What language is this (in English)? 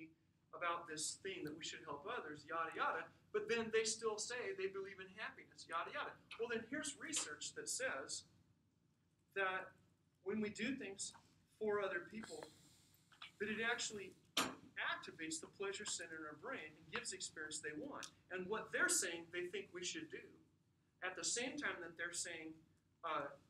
English